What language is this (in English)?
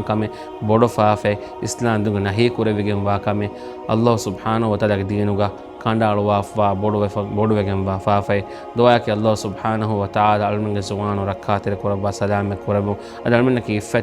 Divehi